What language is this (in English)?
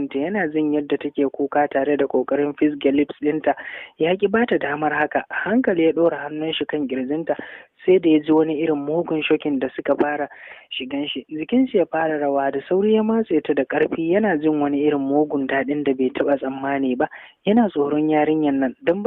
Hausa